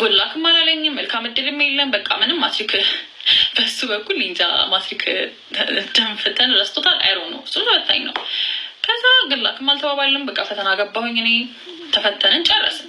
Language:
Amharic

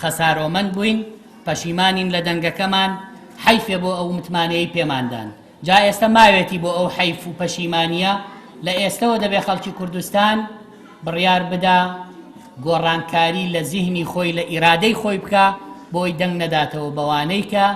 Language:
Central Kurdish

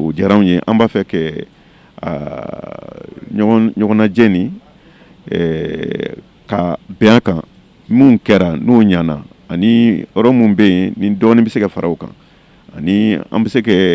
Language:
Bambara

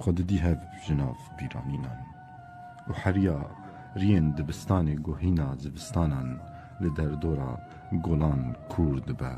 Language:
Kurdish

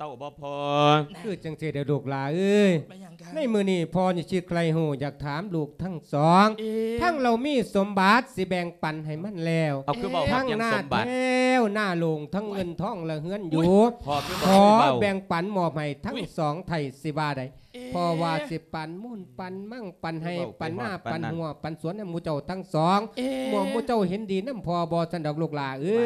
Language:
Lao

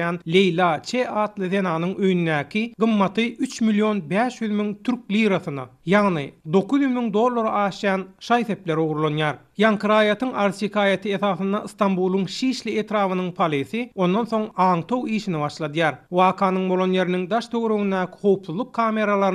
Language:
Turkmen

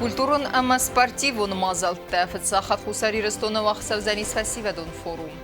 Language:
Ossetic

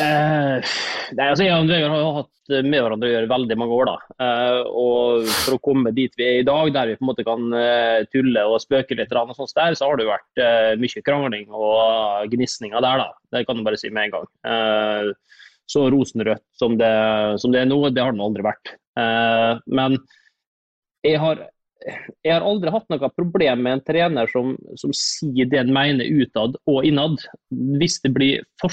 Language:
Norwegian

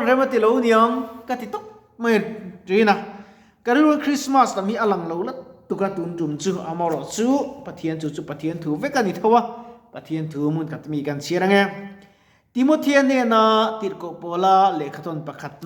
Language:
Mizo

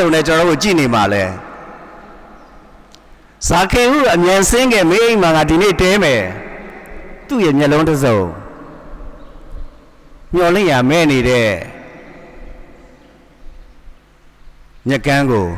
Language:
Burmese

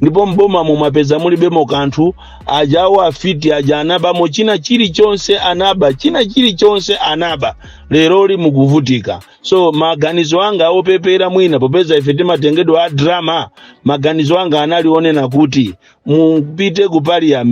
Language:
Nyanja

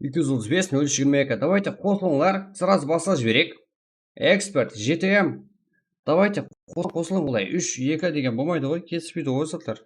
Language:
Kara-Kalpak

